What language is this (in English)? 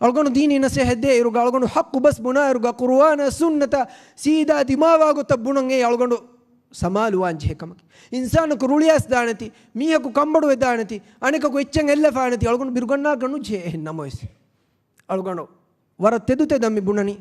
Divehi